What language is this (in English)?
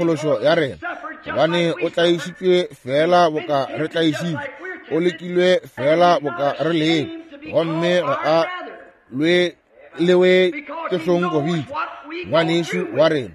Northern Sotho